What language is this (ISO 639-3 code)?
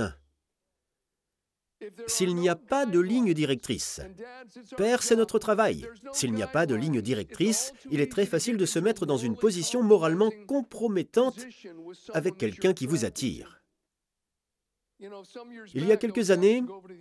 fra